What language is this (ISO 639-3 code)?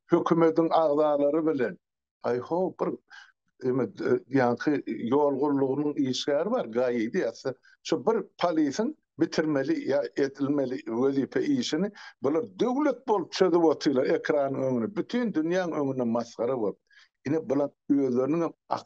tuk